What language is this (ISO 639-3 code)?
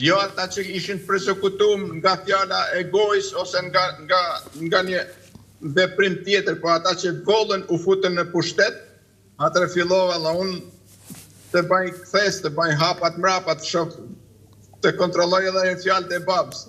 sqi